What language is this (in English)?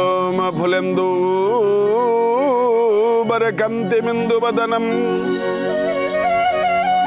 Odia